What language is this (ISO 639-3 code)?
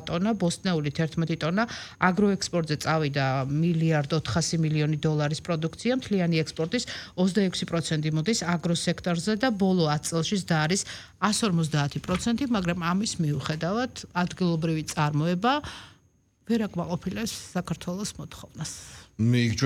kat